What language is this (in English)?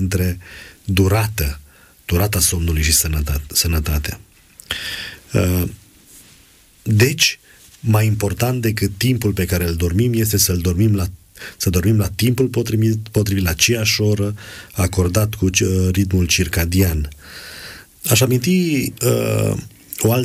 Romanian